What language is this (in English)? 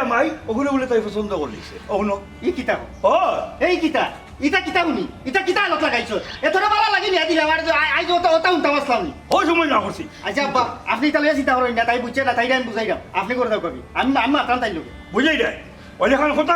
Sylheti